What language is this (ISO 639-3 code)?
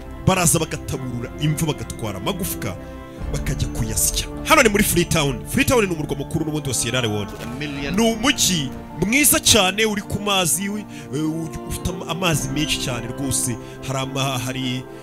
kin